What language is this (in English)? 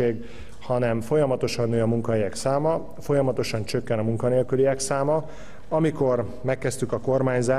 Hungarian